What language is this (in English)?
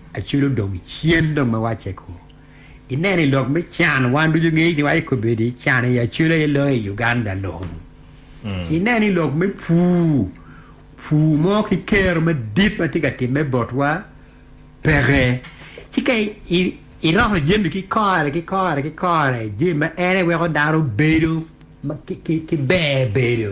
Acoli